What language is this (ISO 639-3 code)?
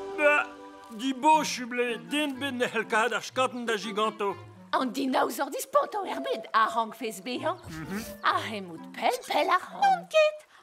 bre